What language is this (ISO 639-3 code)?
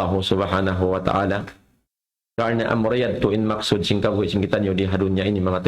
tsg